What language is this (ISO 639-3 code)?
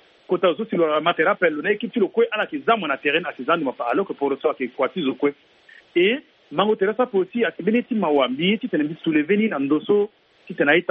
sag